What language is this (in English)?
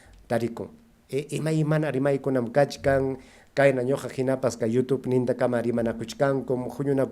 Ayacucho Quechua